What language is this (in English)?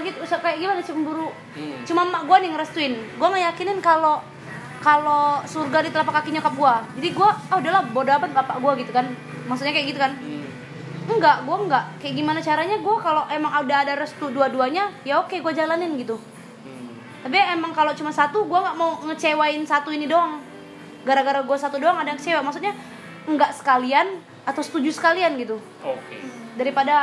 Indonesian